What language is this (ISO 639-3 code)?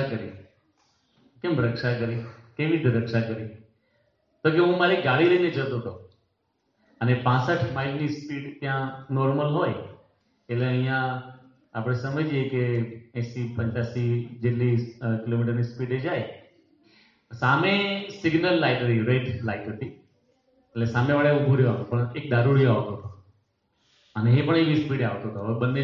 guj